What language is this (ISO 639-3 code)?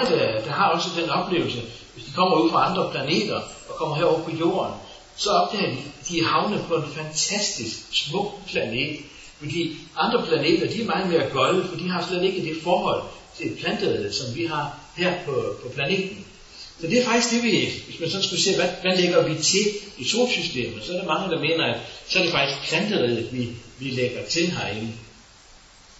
dan